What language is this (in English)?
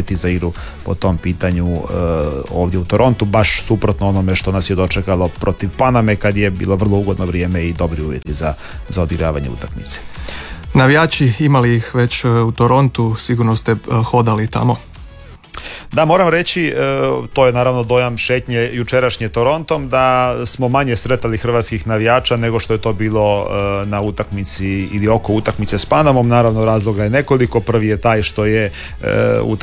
Croatian